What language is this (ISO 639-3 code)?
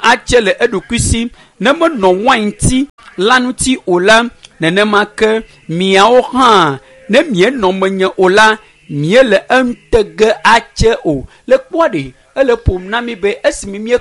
ewe